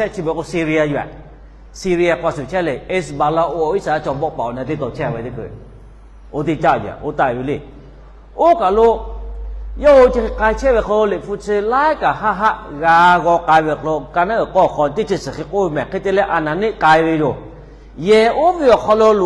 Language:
Lahu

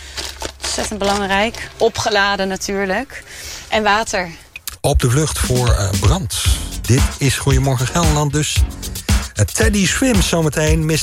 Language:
Dutch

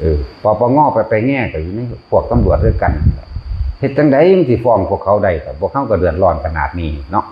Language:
Northeastern Thai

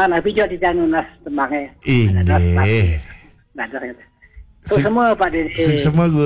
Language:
Balinese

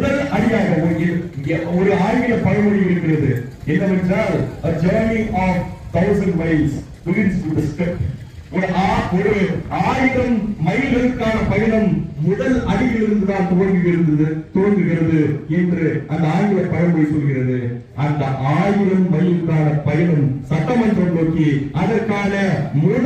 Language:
Tamil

